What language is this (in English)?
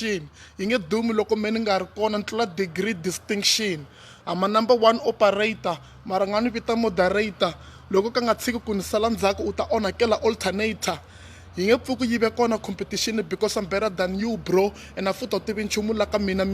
Tsonga